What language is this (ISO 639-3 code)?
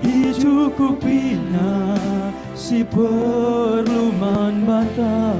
btx